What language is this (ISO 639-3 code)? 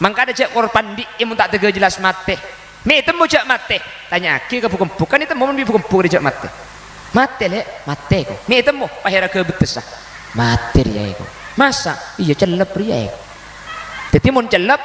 mad